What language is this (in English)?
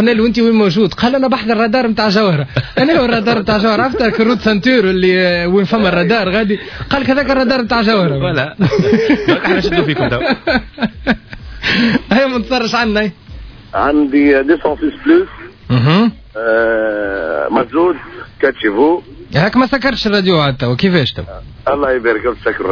Tunisian Arabic